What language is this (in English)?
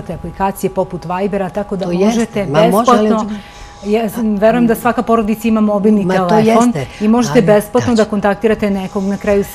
Serbian